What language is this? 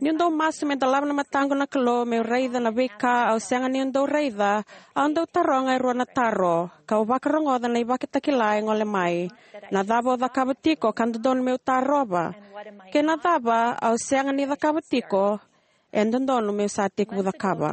Fijian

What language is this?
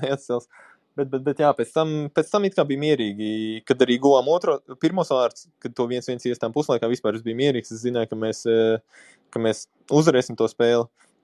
Latvian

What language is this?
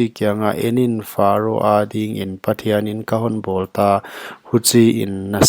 Paite Chin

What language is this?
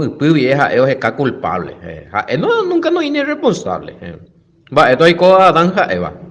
Guarani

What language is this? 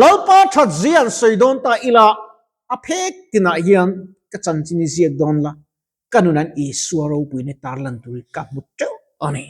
Mizo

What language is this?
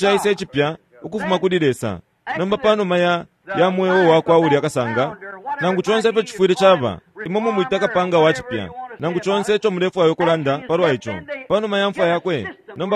Bemba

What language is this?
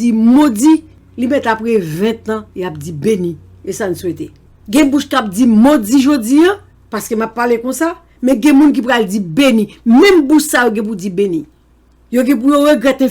Haitian Creole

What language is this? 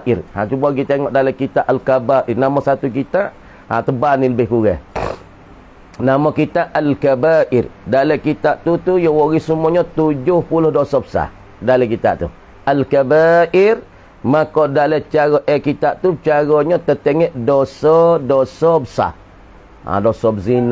Malay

